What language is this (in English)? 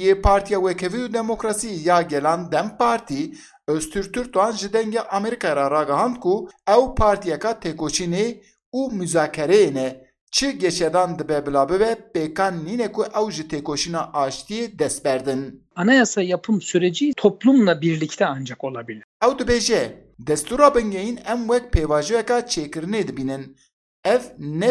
Kurdish